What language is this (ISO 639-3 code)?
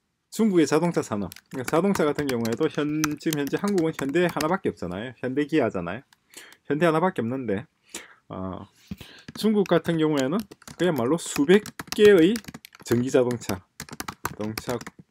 kor